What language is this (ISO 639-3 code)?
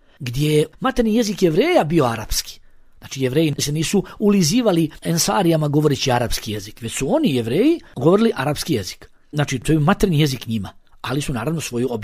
bos